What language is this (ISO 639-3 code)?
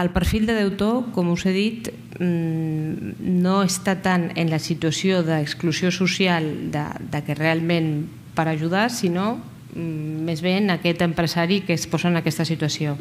cat